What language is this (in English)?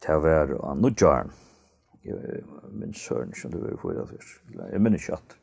Faroese